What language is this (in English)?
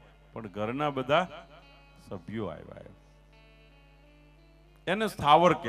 Gujarati